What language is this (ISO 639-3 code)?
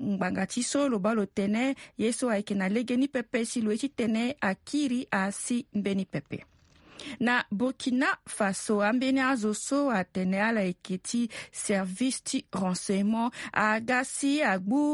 sag